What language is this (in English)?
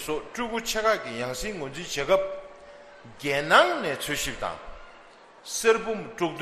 Tibetan